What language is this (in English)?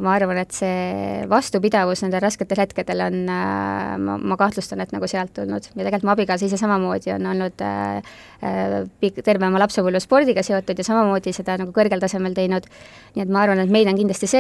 Estonian